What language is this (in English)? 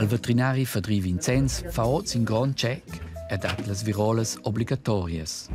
Romansh